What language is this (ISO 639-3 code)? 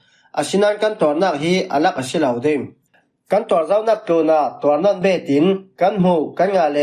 cfm